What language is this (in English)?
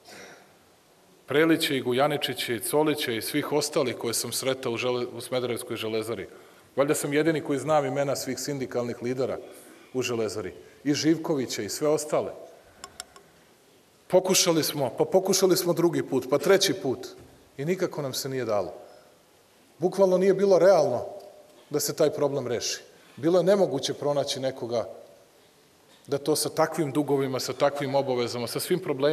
Serbian